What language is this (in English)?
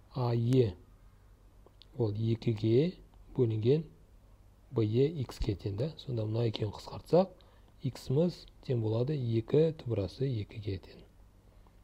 Kazakh